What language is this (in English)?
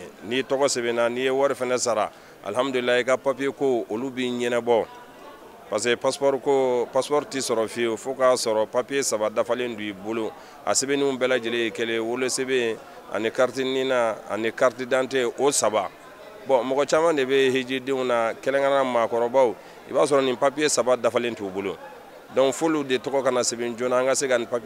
Bambara